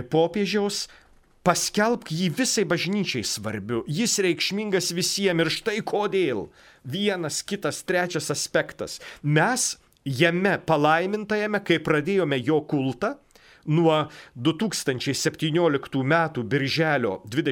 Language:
Lithuanian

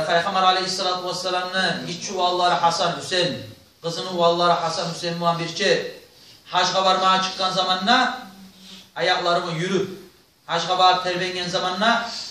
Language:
Kumyk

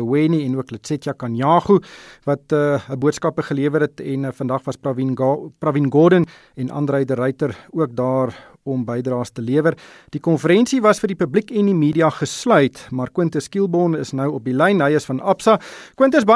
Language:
Afrikaans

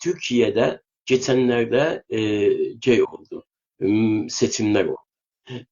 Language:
South Azerbaijani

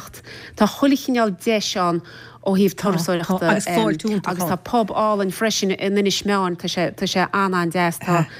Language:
Irish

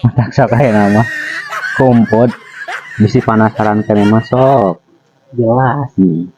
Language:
Sundanese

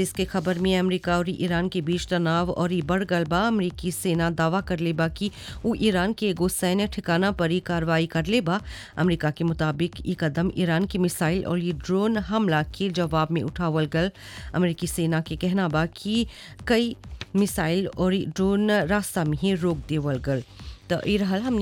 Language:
Bhojpuri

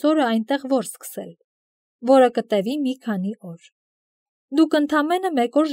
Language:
Armenian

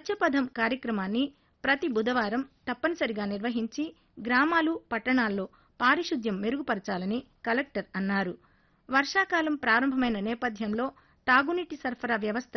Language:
Telugu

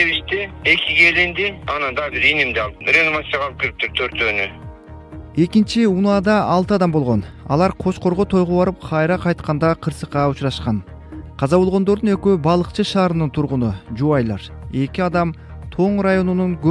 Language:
Kyrgyz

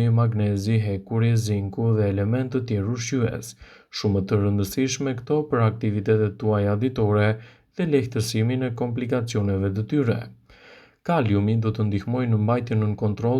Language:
Albanian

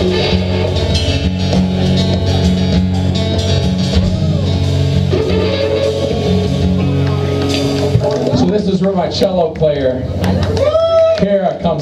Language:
English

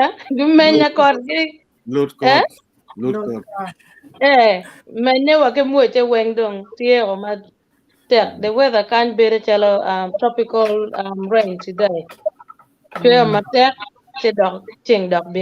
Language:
Acoli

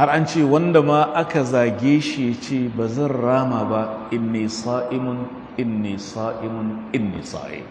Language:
Hausa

